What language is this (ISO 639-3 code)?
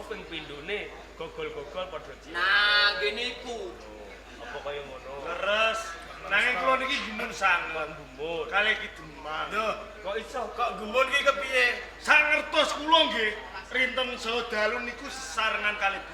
jav